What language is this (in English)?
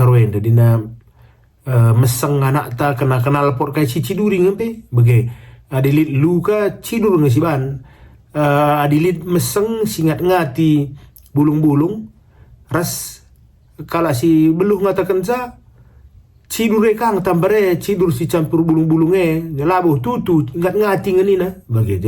Batak Karo